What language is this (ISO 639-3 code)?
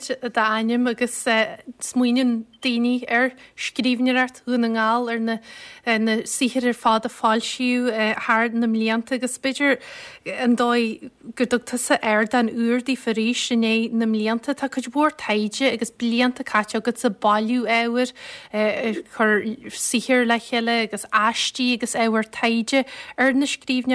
gle